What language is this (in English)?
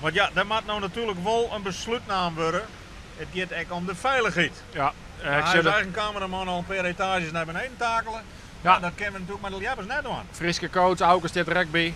Western Frisian